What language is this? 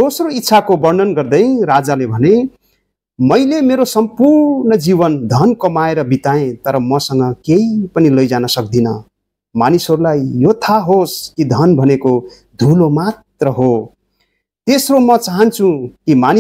Nepali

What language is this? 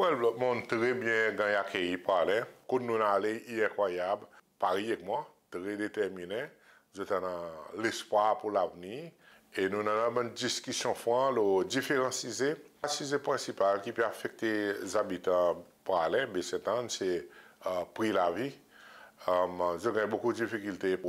Seselwa Creole French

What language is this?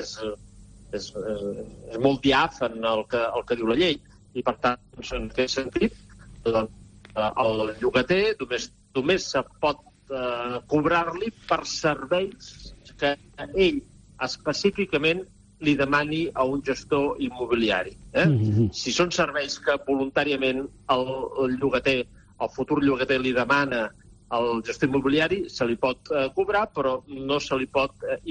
Catalan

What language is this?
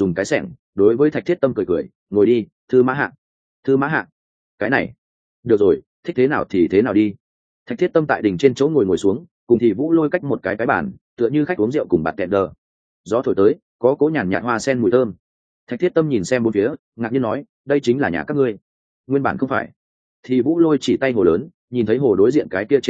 Vietnamese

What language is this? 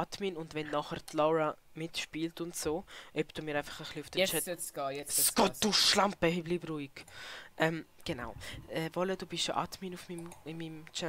Swiss German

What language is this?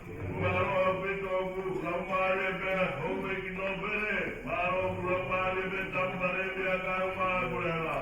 Tongan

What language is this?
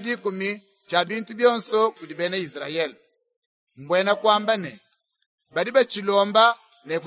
Luba-Lulua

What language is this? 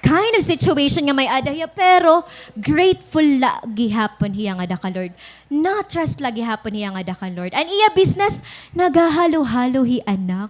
Waray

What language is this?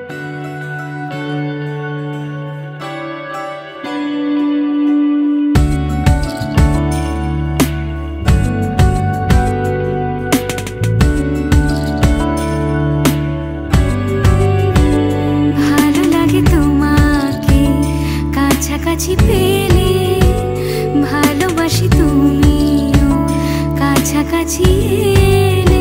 Bangla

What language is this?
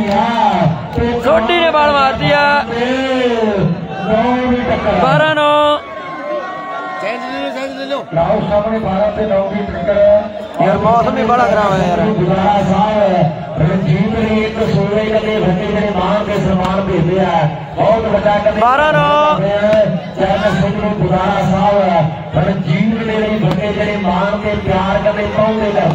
Punjabi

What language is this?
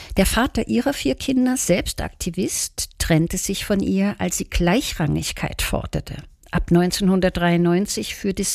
German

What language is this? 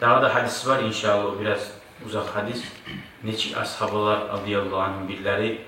Kumyk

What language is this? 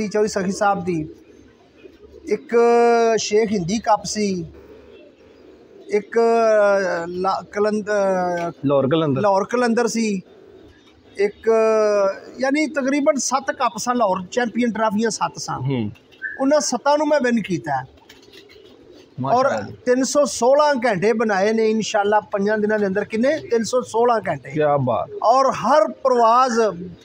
Punjabi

